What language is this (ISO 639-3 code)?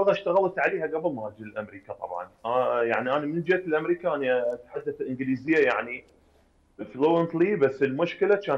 acm